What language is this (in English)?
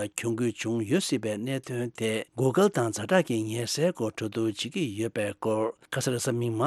Tibetan